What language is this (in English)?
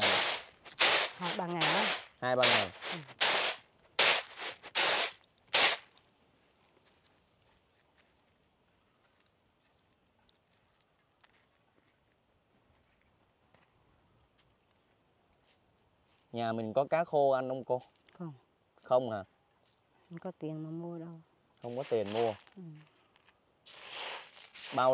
Vietnamese